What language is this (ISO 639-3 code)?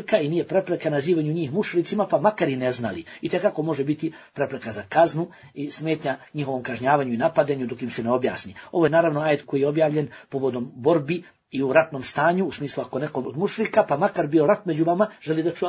bos